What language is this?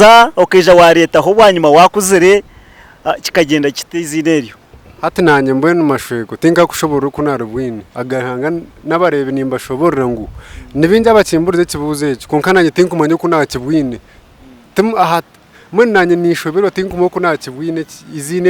Nyankole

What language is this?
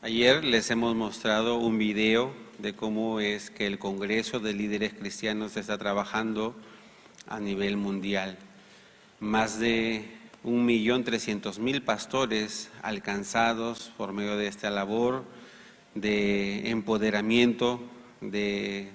Aymara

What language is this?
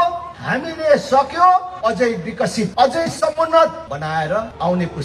Nepali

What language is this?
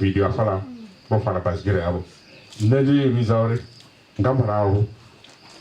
Venda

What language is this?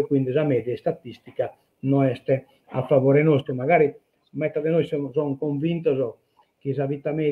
Sardinian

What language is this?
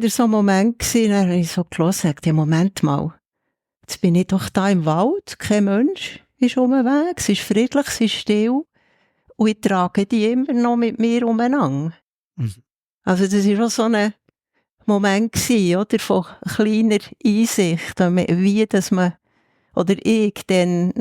Swiss German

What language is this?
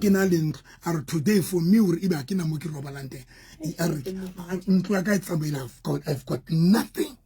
Southern Sotho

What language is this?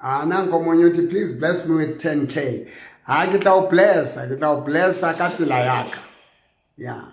Southern Sotho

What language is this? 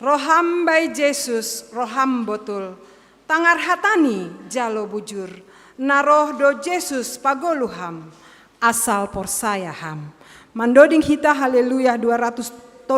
Batak Simalungun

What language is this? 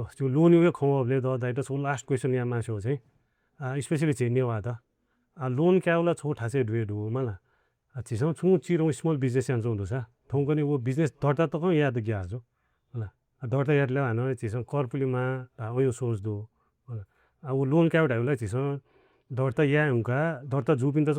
Newari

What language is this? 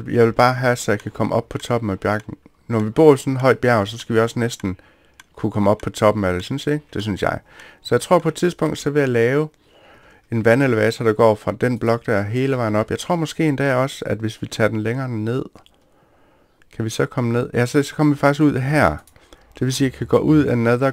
Danish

